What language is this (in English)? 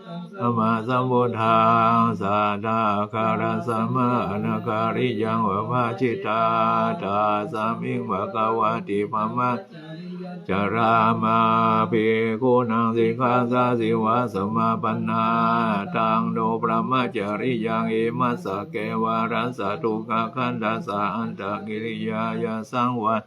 Pali